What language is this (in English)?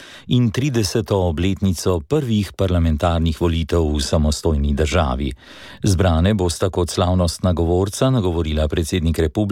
Slovenian